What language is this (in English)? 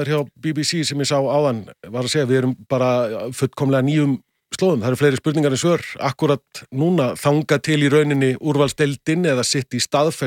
Icelandic